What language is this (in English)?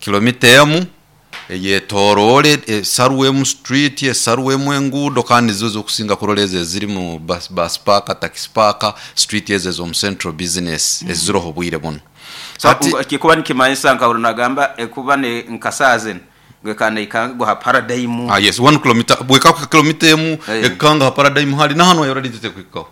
Nyoro